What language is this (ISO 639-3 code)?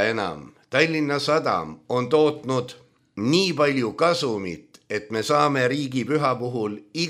est